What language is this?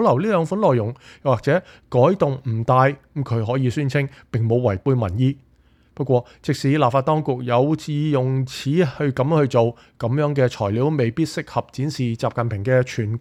Cantonese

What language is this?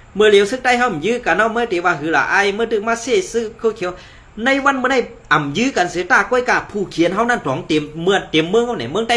Shan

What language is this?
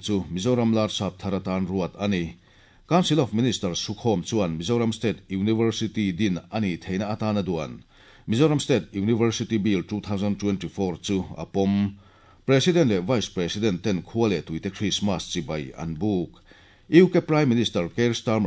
Mizo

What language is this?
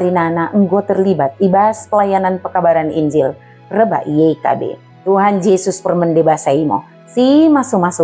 Batak Dairi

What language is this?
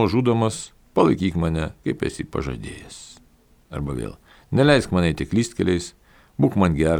Lithuanian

